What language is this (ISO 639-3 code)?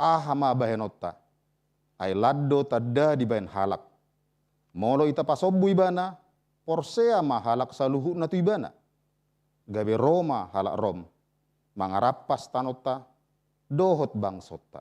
bbc